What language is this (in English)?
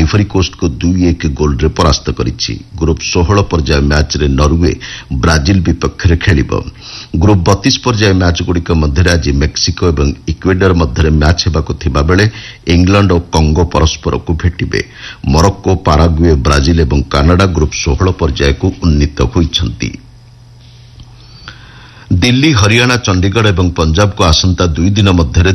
Odia